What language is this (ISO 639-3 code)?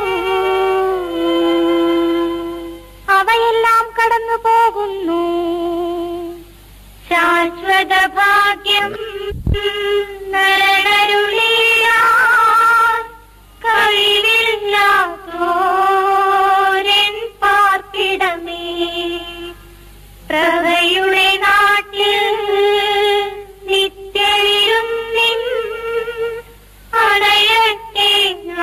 mal